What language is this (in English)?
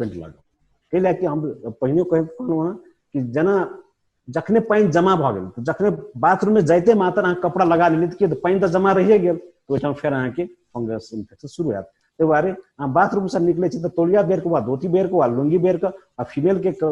Maithili